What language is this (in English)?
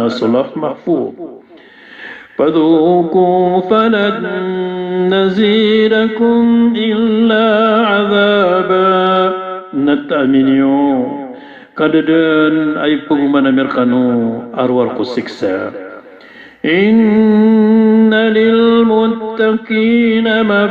Maranao